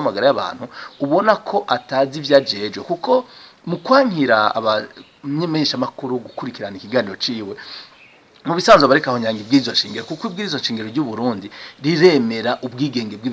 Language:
Rundi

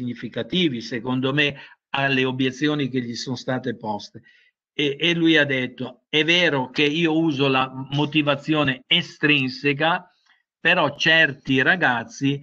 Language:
Italian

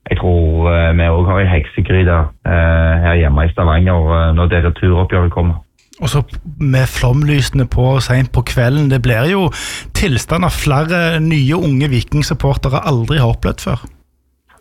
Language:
Norwegian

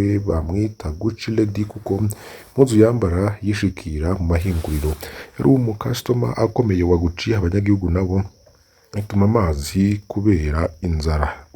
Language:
Rundi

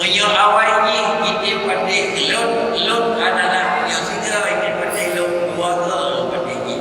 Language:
Achinese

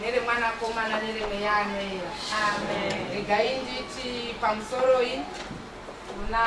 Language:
Shona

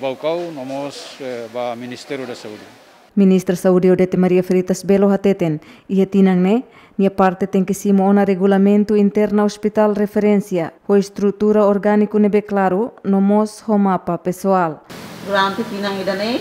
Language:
Tetum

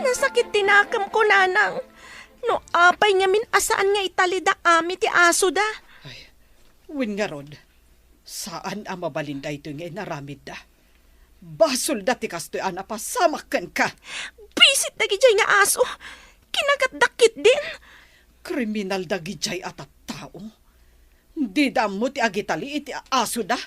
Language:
Iloko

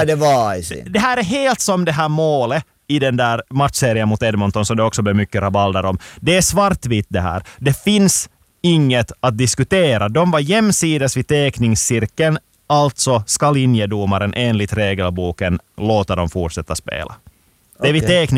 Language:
Swedish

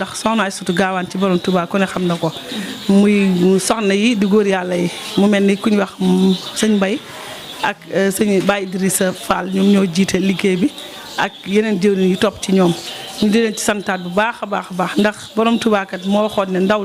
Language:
Wolof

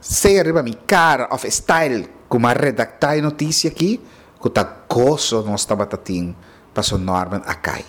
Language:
Papiamento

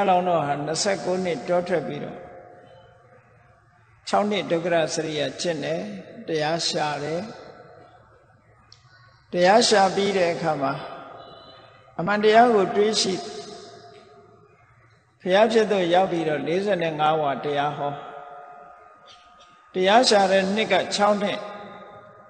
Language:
Burmese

